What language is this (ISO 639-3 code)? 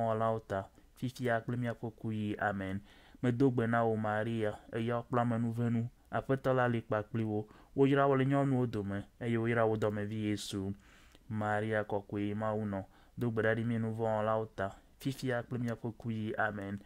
ewe